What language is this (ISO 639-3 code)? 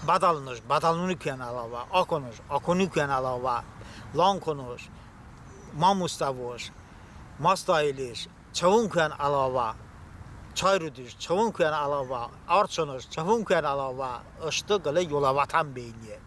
tly